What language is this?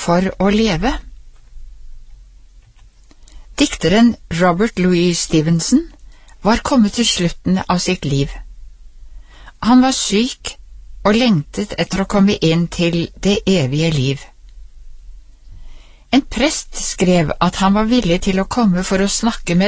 Norwegian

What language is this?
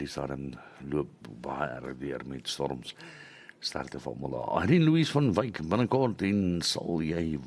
Afrikaans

